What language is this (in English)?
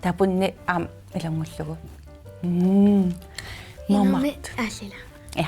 Kalaallisut